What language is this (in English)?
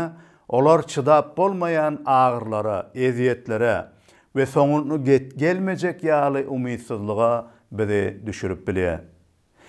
Turkmen